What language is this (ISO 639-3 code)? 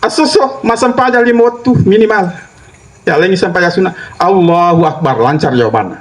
bug